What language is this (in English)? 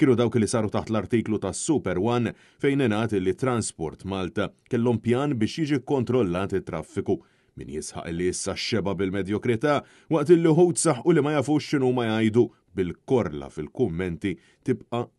Maltese